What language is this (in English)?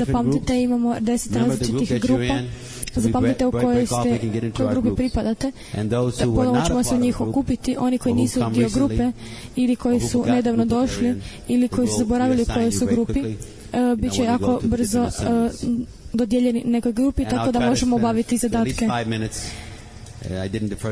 Croatian